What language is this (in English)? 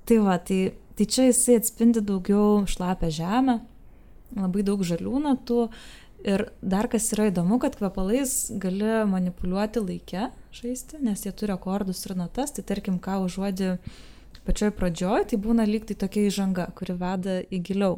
Lithuanian